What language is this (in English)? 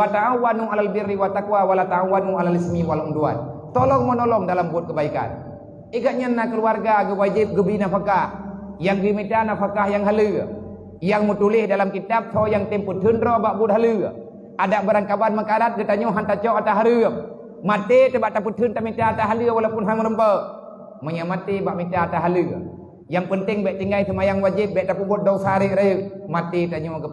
Achinese